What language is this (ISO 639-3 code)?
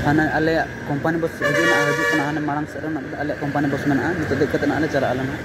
sat